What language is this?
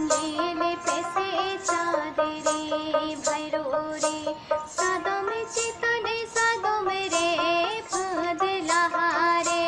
Santali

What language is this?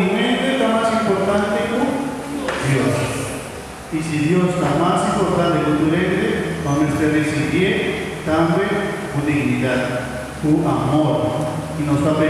Papiamento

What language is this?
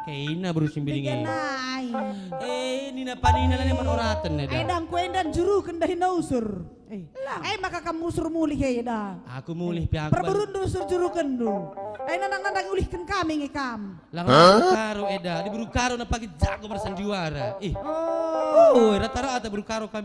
Batak Karo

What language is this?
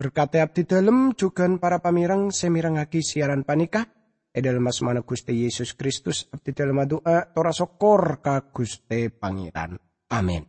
Madurese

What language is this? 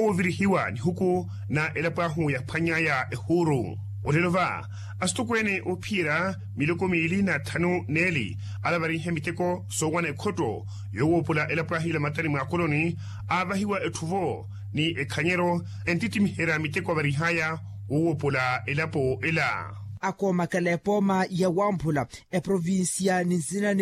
Makhuwa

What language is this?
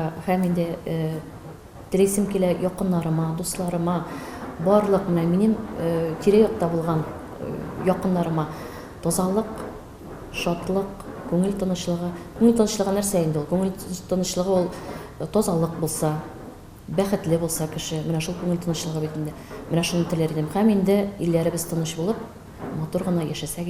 Tatar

